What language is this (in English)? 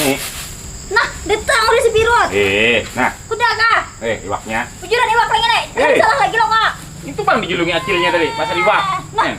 Banjar